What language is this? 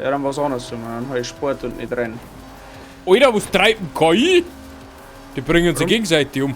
Bavarian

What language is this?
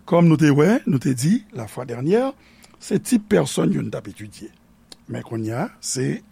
Haitian Creole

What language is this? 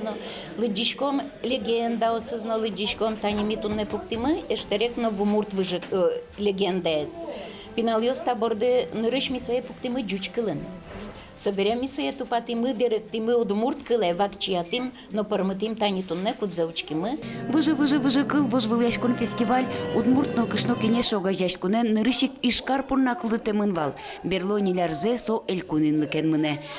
Udmurt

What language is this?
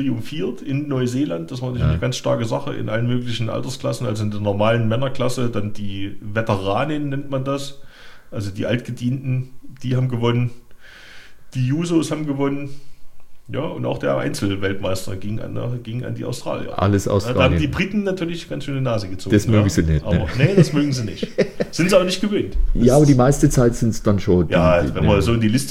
German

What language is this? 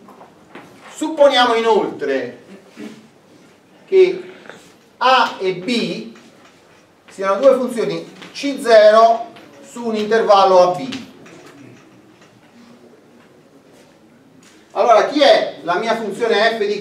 Italian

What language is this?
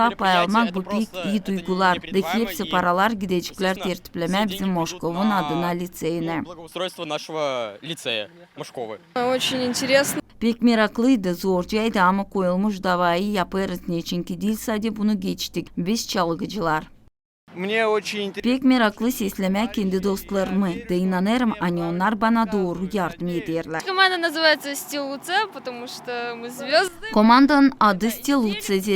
Gagauz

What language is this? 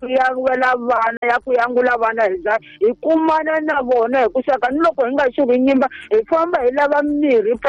Tsonga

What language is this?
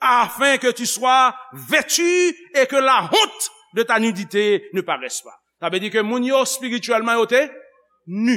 Haitian Creole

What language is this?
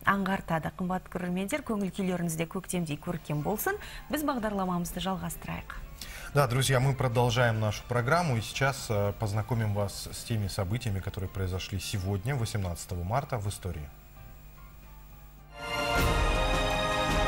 Kazakh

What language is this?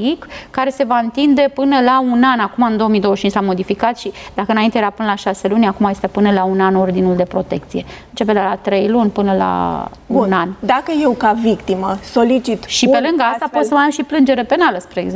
Romanian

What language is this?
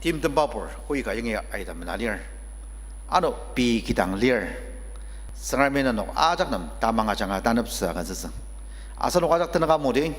Ao Naga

